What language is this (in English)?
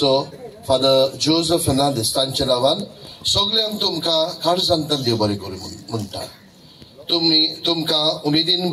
Konkani